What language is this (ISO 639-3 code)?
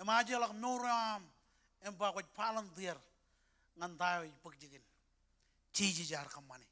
mah